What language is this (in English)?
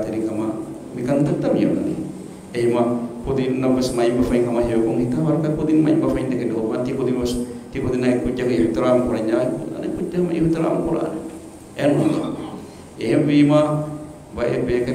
Divehi